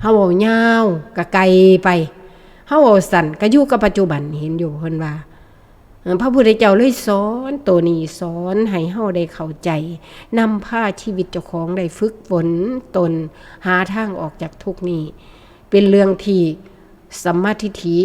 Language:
Northeastern Thai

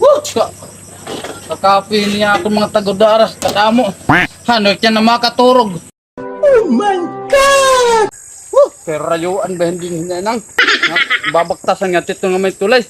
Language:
Waray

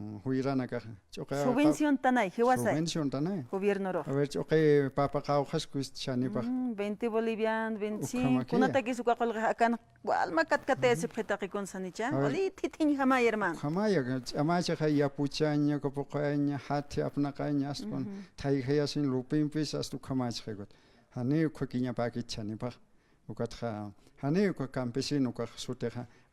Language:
Aymara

